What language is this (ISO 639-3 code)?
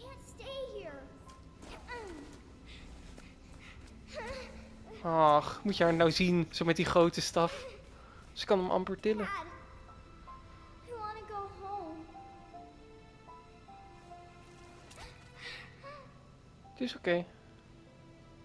nld